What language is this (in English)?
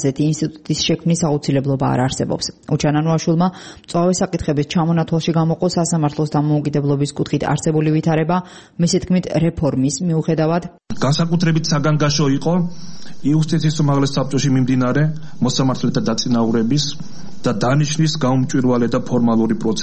Georgian